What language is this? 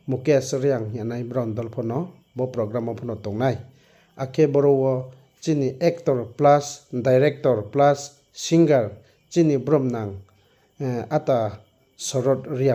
Riang (India)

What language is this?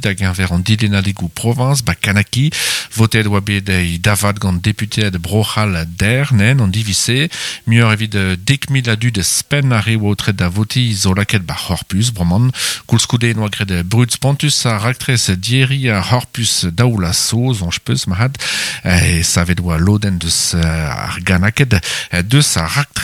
Breton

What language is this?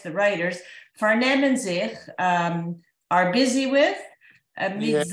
Yiddish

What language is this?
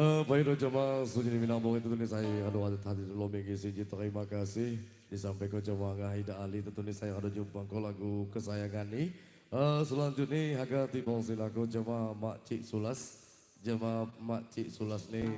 Lampung Api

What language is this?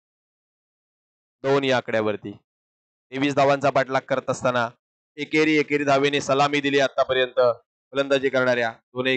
Marathi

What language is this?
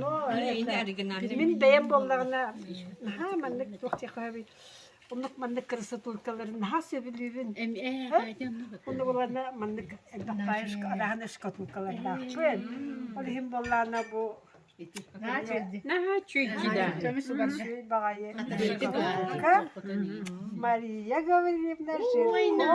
Yakut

